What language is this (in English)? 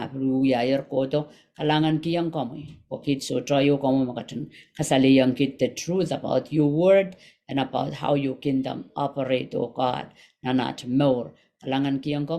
Pohnpeian